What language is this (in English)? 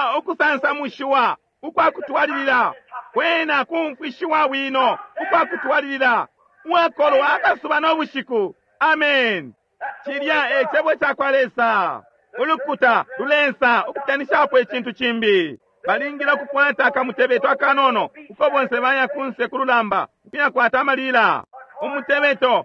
Bemba